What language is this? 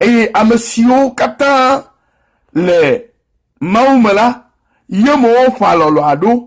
Ewe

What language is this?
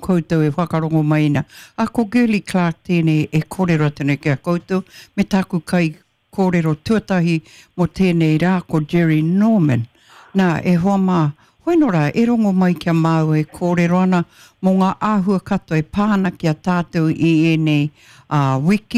Māori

